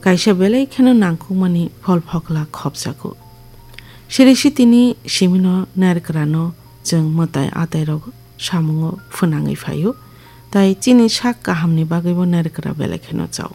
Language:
Kok Borok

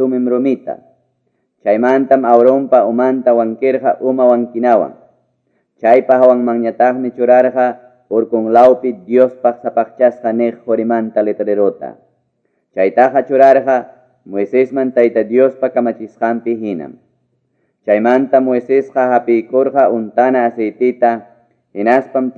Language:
Quechua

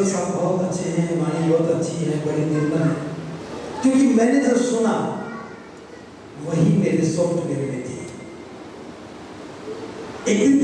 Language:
Hindi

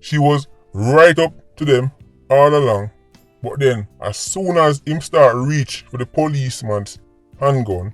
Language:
Jamaican Creole English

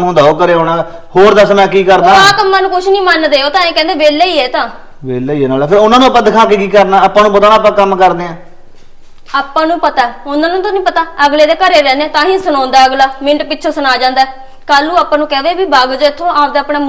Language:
Punjabi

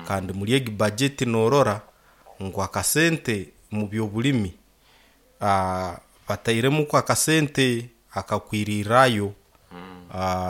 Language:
Nyoro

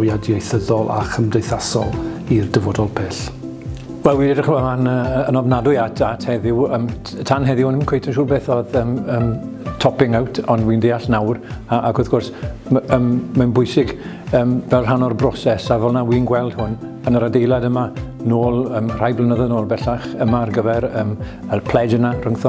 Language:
Welsh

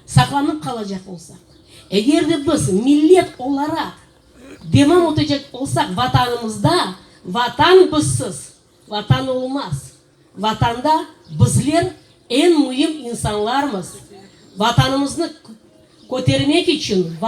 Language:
Crimean Tatar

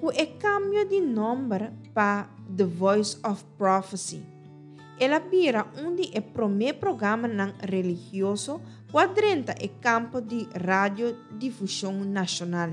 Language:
Papiamento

